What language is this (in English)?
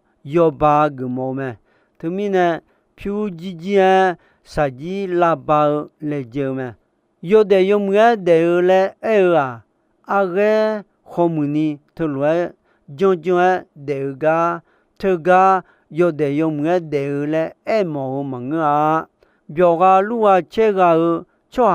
Akha